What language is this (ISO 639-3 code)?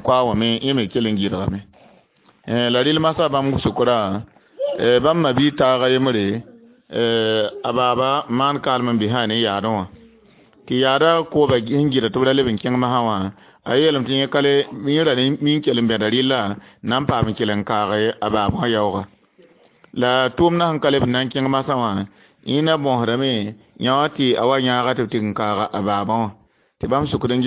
mos